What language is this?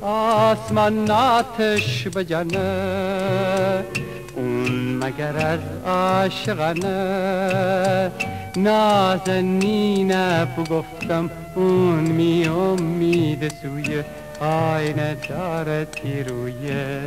Gilaki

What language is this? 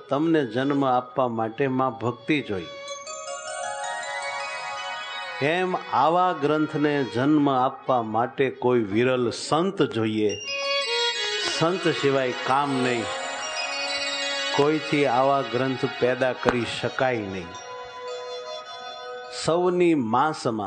Gujarati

